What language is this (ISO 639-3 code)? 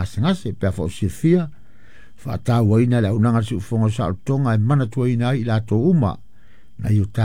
smo